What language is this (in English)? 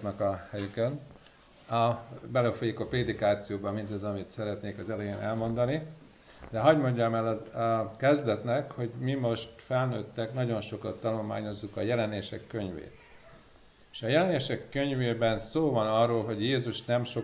Hungarian